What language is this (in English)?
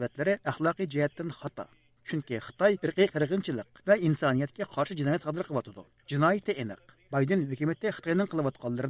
Uyghur